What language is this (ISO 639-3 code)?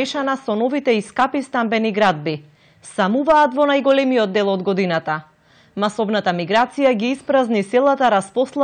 mkd